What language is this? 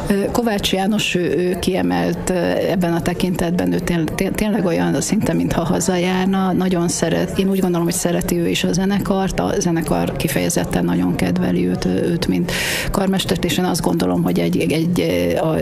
Hungarian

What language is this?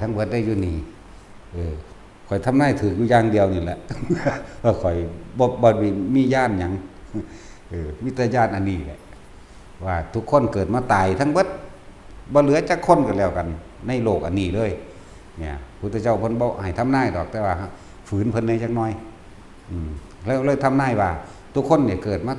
Northeastern Thai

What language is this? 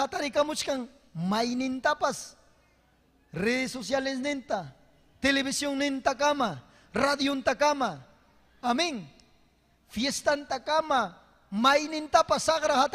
Ayacucho Quechua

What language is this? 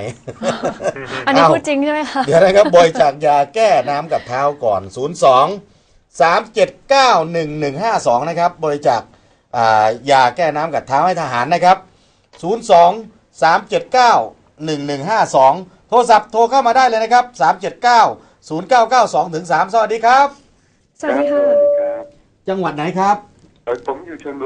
Thai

